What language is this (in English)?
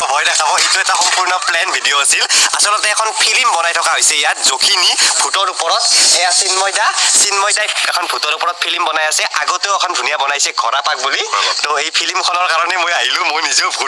Assamese